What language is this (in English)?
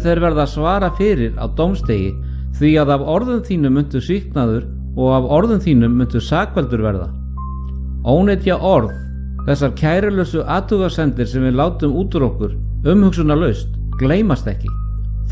Icelandic